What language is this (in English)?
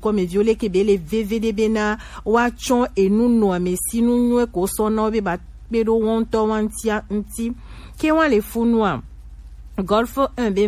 Gen